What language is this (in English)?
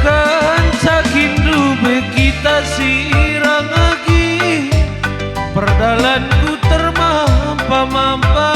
Batak Karo